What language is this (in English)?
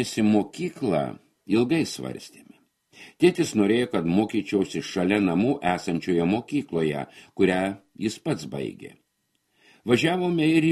Lithuanian